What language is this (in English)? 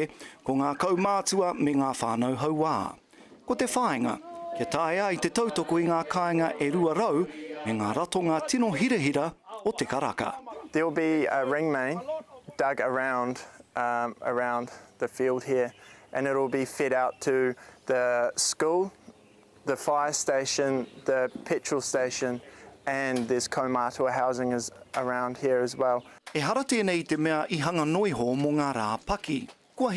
Māori